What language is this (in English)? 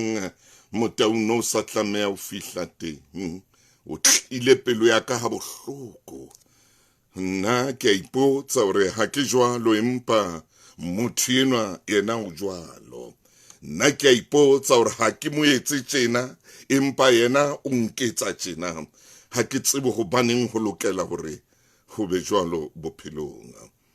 Southern Sotho